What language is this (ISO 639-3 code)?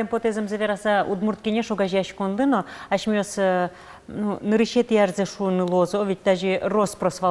udm